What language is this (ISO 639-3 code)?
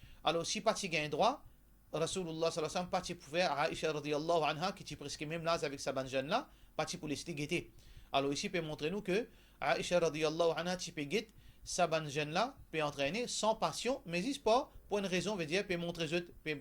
mfe